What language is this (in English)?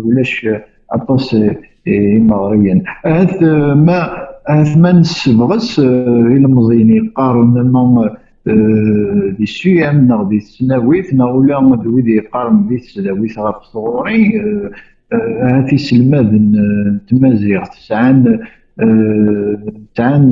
Kabyle